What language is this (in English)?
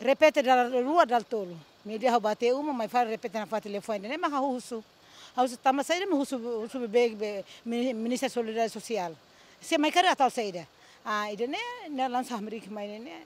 Tetum